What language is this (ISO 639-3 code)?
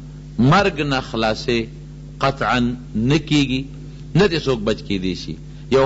pus